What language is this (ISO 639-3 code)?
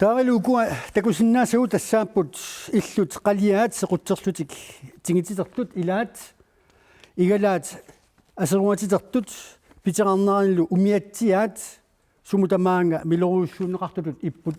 kal